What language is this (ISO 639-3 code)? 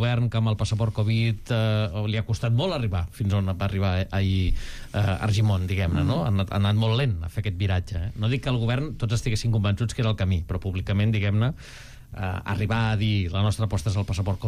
cat